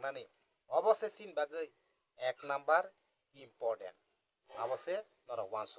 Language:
Kok Borok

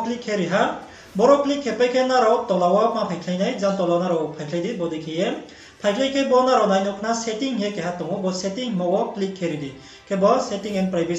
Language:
Riang (India)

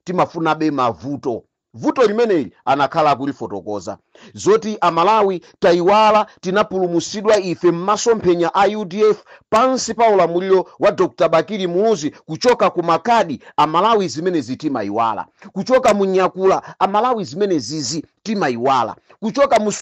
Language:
Nyanja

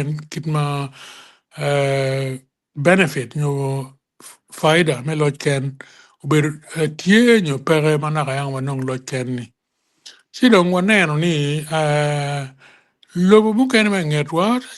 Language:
Acoli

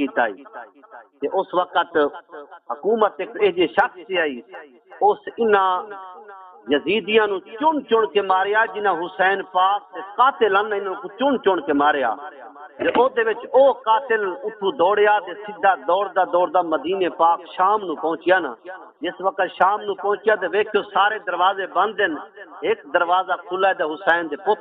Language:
Saraiki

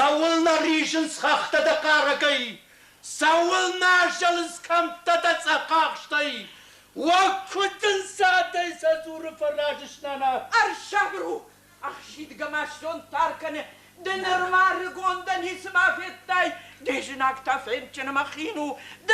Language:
Ossetic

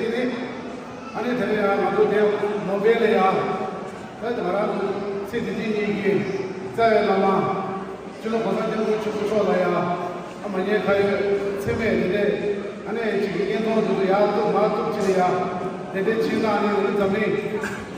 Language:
Tibetan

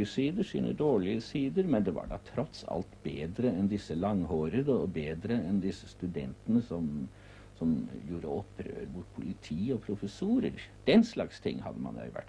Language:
Norwegian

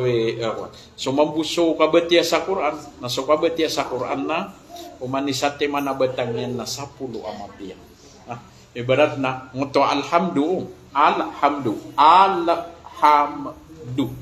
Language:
Maranao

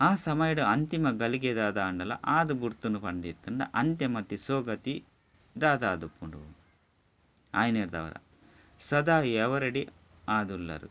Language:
Tulu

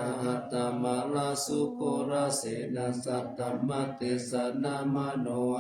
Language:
Pali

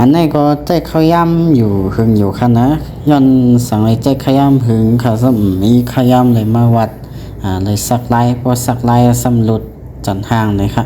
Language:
Shan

